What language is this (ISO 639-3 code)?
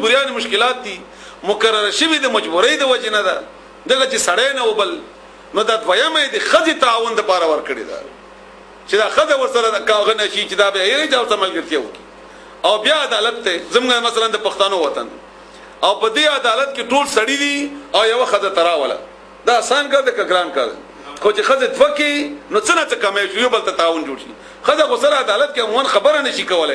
pus